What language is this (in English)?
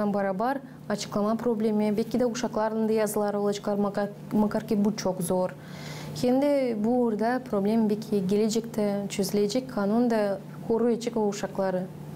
Gagauz